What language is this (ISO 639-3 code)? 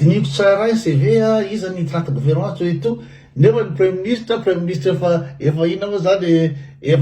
mlg